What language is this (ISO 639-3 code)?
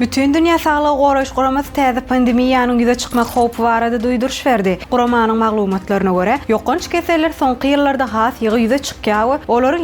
tuk